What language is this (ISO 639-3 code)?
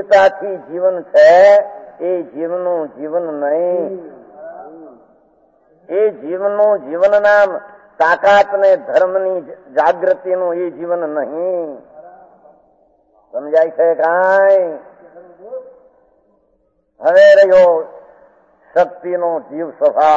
guj